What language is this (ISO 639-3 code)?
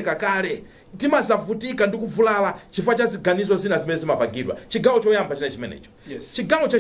nya